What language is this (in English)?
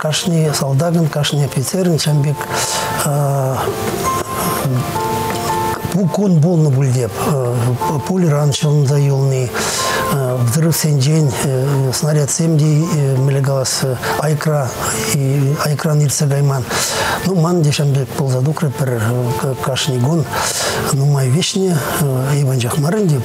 Chuvash